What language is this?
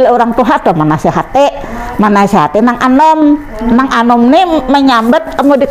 Banjar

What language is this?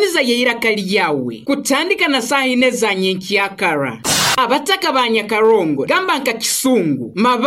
Nyoro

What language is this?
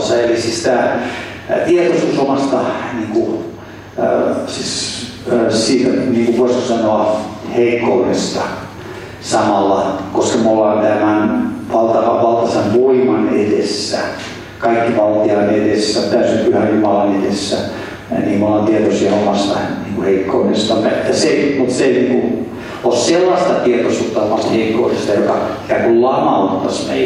Finnish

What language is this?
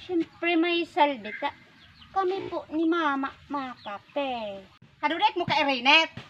Bikol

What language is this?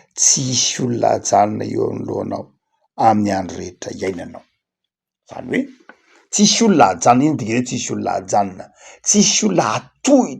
Malagasy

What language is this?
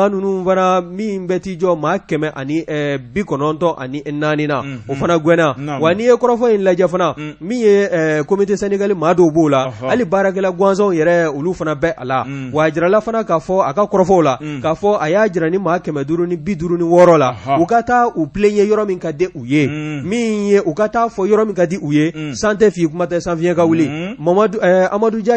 Bambara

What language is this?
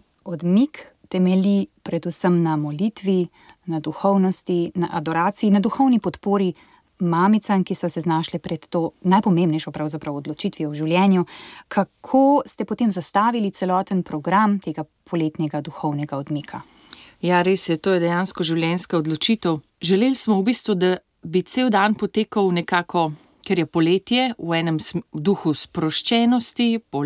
Slovenian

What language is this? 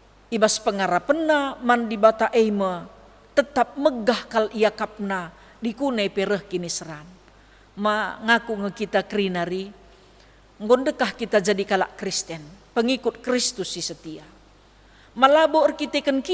Batak Karo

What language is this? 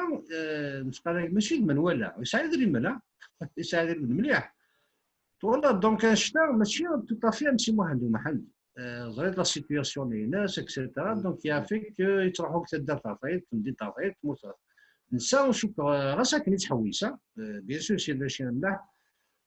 Kabyle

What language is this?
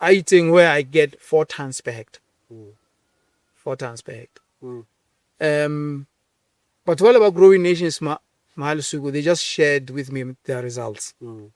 Southern Sotho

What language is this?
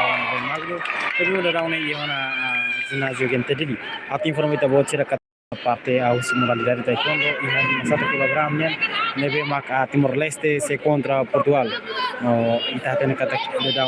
Tetum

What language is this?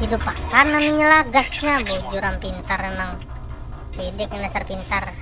Banjar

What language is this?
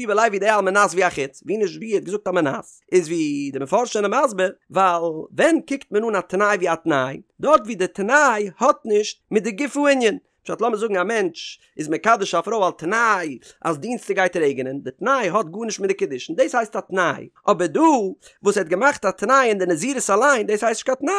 Yiddish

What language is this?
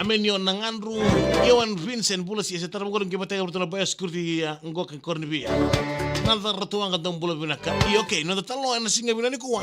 Fijian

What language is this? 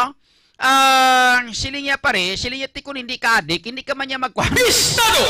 Hiligaynon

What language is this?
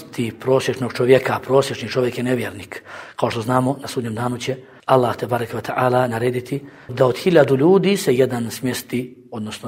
Bosnian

